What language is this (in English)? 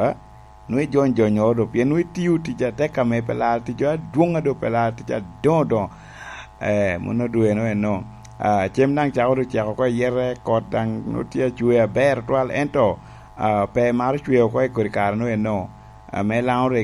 Lango (Uganda)